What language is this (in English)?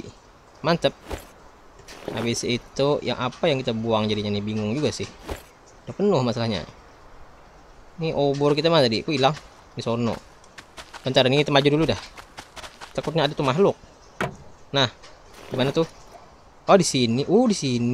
Indonesian